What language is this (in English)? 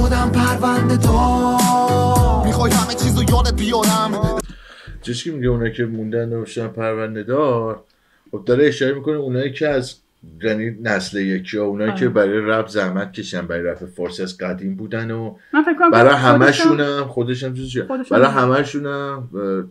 Persian